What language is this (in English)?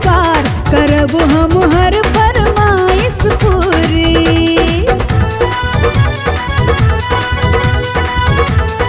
Bhojpuri